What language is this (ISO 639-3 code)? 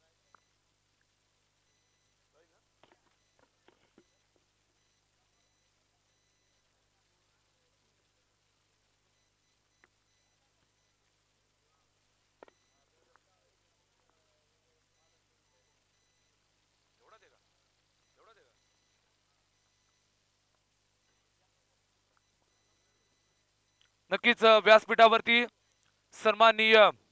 mar